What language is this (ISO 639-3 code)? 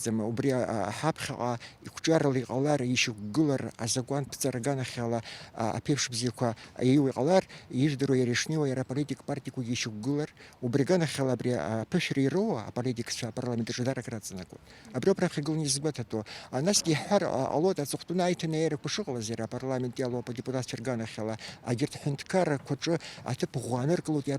abk